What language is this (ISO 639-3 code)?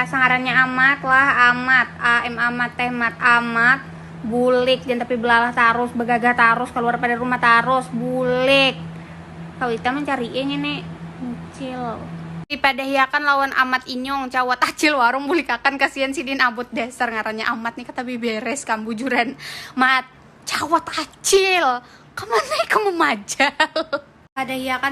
bjn